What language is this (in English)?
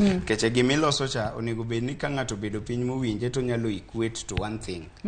Luo (Kenya and Tanzania)